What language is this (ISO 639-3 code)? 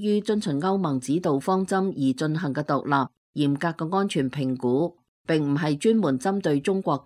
yue